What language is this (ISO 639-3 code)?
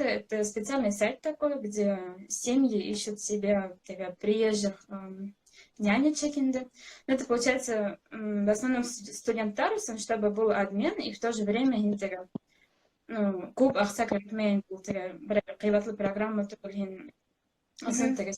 bak